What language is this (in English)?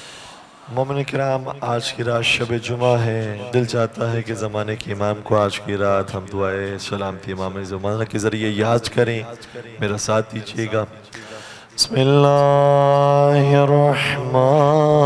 Urdu